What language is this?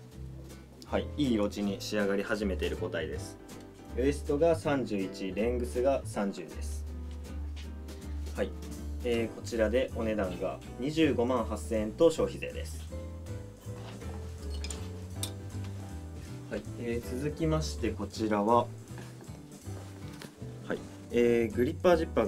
Japanese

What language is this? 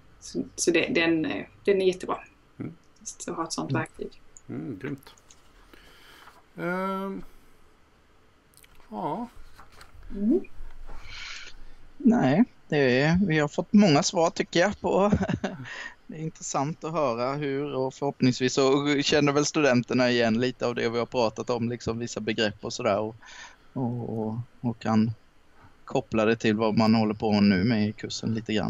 Swedish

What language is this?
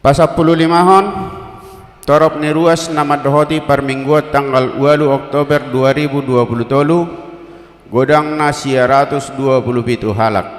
Batak Toba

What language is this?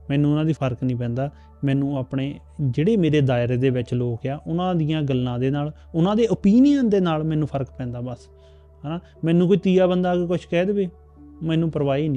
Punjabi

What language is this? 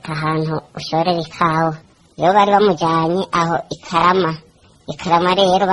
Rundi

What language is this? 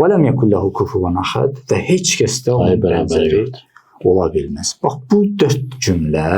Azerbaijani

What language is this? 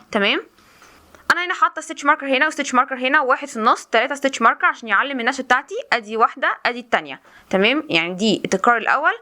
Egyptian Arabic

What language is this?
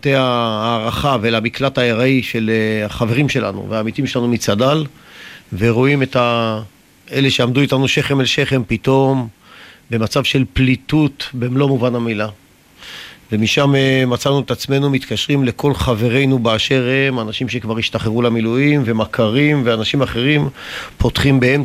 Hebrew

